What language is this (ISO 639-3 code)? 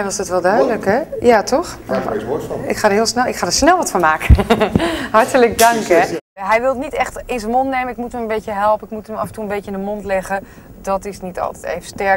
nld